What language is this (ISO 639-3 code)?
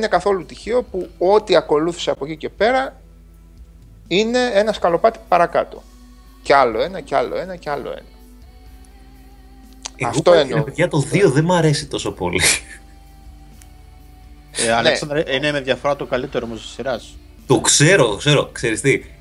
ell